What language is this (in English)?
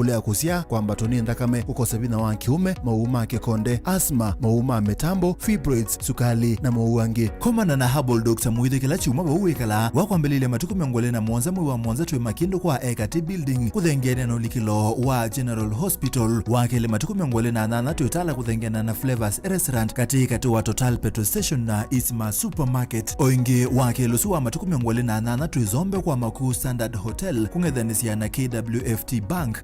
Kamba